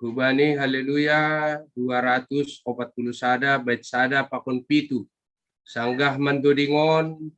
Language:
Batak Simalungun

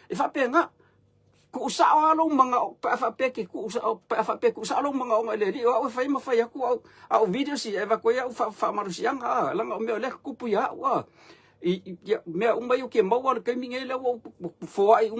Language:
Samoan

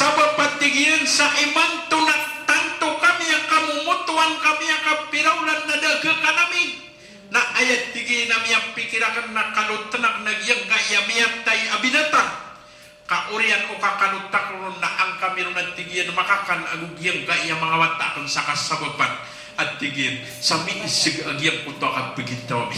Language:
Maranao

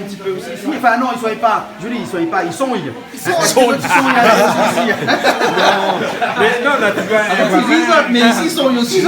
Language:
Réunion Creole French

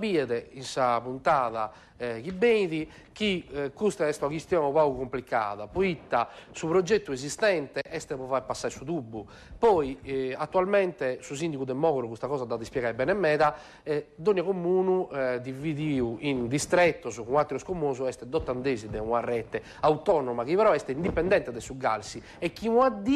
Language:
Sardinian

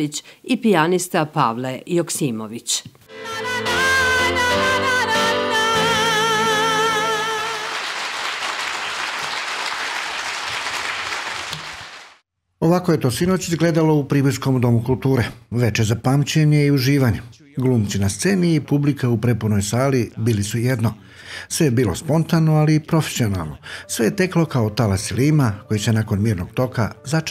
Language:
Serbian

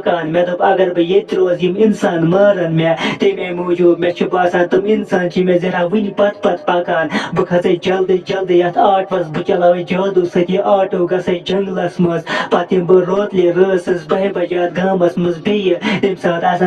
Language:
Kashmiri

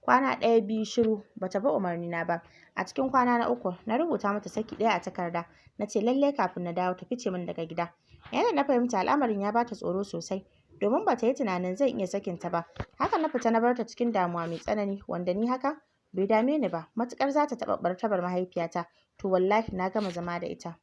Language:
Hausa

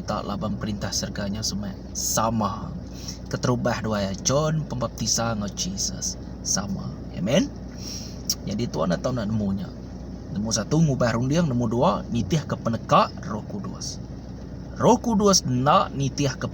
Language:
Iban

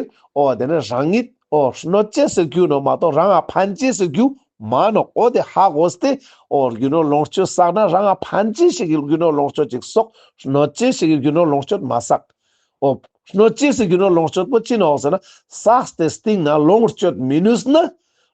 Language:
Ladakhi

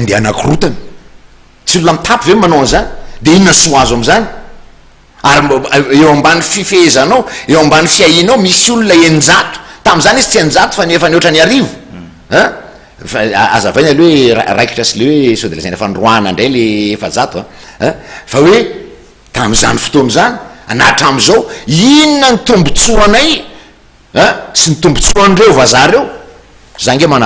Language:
Malagasy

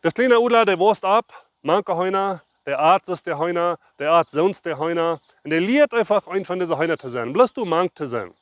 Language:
Plautdietsch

